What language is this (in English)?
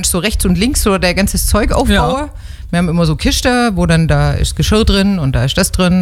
German